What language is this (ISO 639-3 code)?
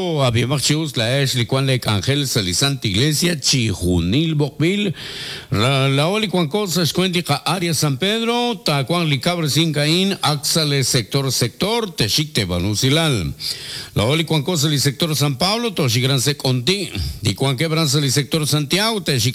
kek